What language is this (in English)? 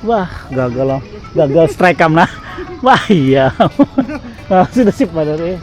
Banjar